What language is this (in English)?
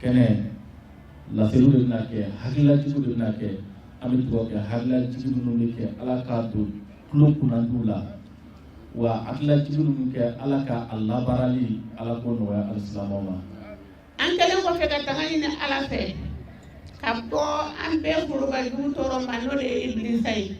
Bambara